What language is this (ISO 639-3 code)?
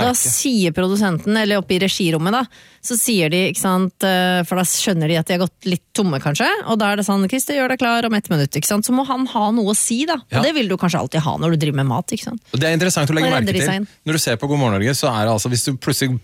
nor